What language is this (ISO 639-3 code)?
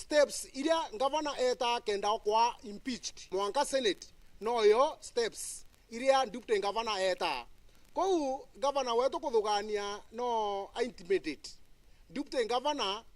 mer